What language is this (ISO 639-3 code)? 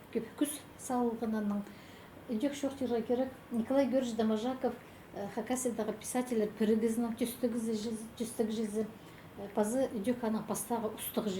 kjh